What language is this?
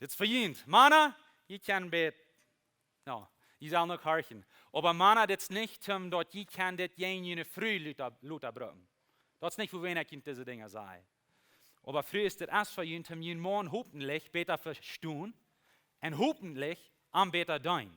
Plautdietsch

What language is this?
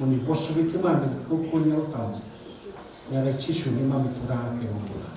Fijian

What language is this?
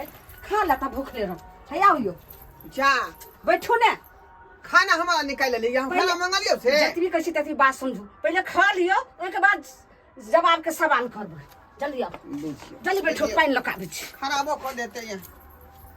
Maithili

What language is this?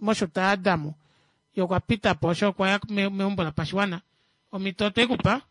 Kuanyama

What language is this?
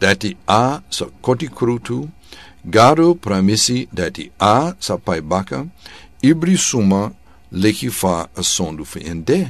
Sranan Tongo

